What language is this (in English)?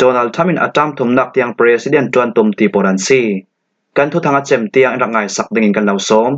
Falam Chin